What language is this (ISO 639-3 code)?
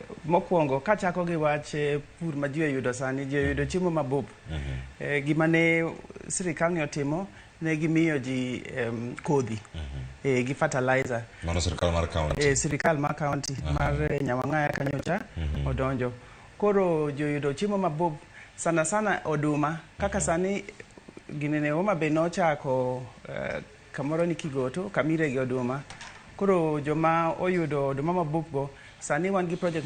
luo